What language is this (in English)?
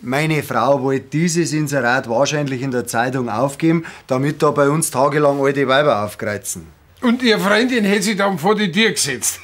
Bavarian